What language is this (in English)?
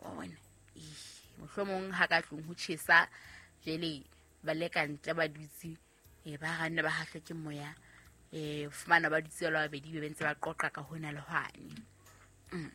Southern Sotho